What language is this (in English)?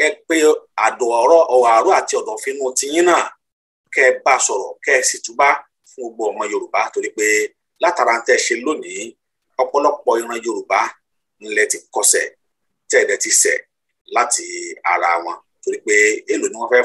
Yoruba